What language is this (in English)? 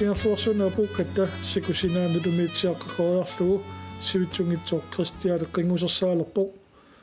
Kalaallisut